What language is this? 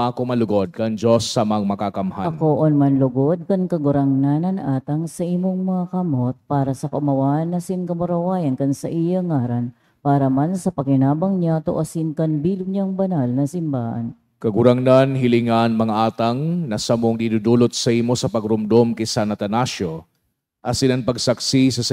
Bikol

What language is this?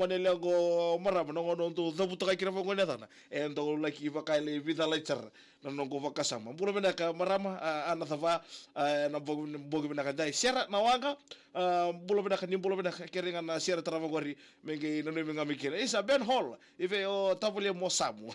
Fijian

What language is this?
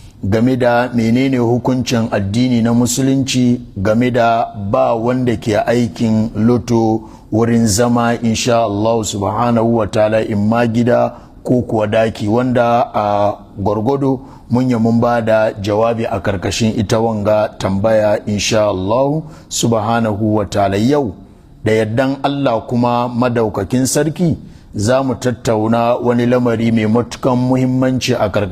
Hausa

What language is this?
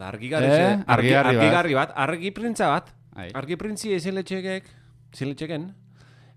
Basque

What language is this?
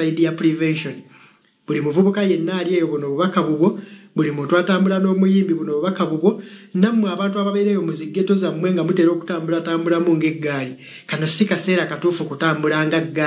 Ganda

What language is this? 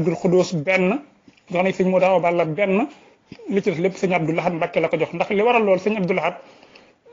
Wolof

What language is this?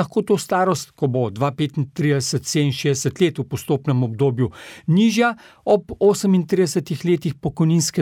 Slovenian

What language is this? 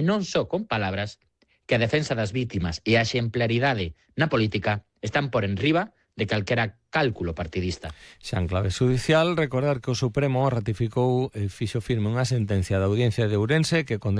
Galician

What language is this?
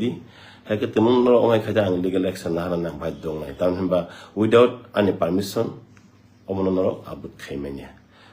Kok Borok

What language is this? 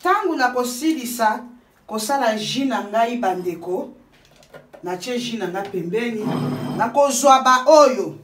Lingala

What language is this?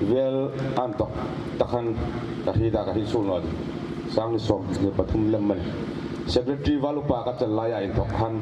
Hmar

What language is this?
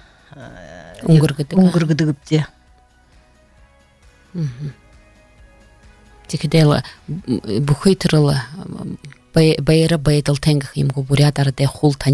Buriat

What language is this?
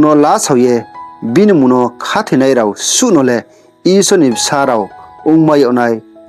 Riang (India)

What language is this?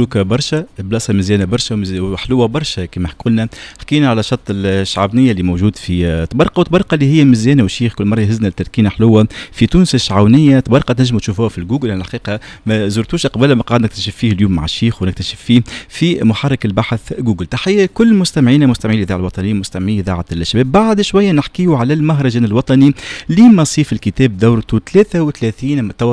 Tunisian Arabic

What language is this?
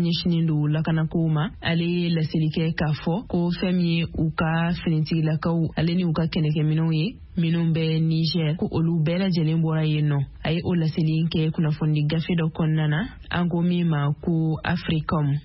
Bambara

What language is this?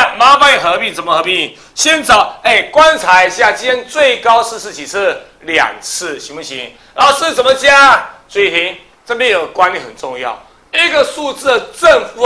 Chinese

